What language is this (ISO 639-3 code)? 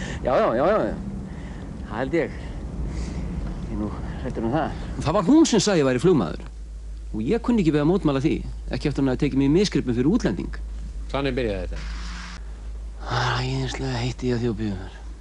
isl